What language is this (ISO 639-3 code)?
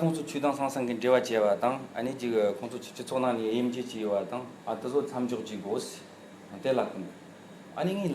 bod